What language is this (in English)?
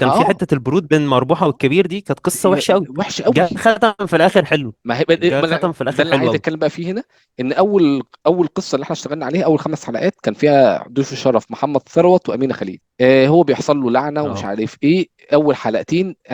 Egyptian Arabic